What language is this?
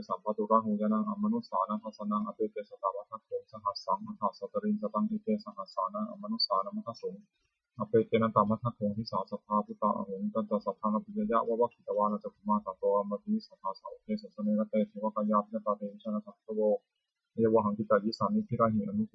Pali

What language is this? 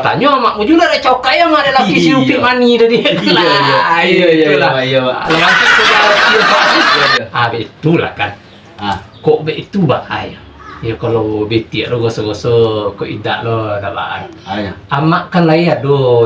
Minangkabau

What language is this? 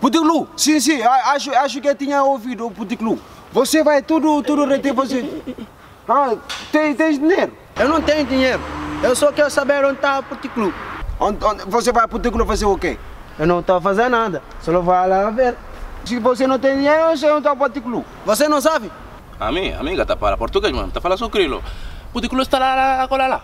Kabuverdianu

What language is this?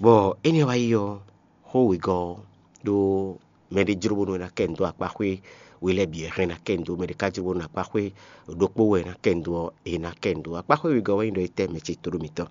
Fon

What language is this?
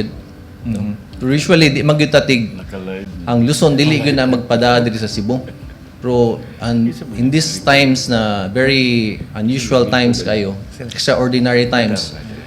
Cebuano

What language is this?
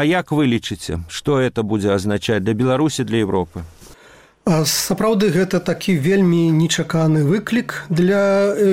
Belarusian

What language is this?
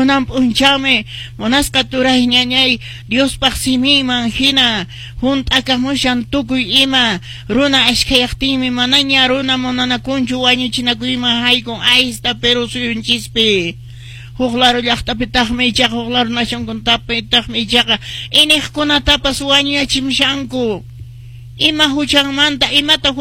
Quechua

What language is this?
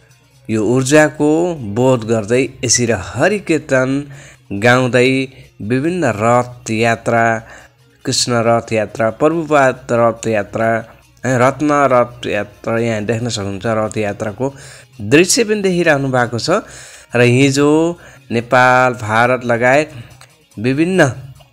Nepali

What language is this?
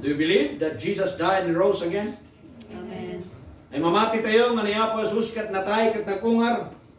Iloko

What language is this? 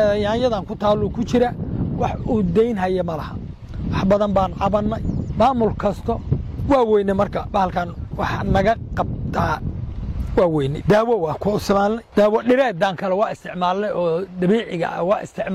Somali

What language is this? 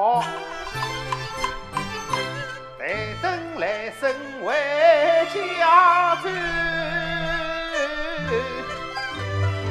Wu Chinese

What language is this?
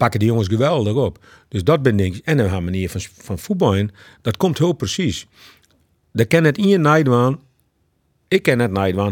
Western Frisian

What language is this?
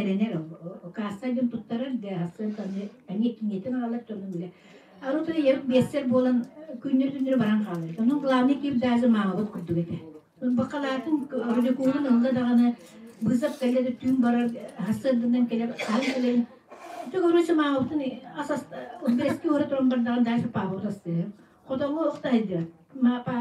Yakut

